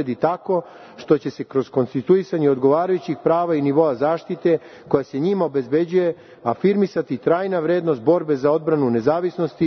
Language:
Serbian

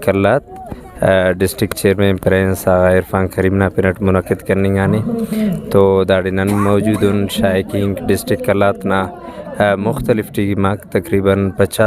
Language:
Brahui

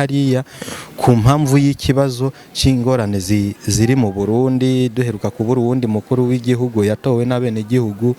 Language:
Rundi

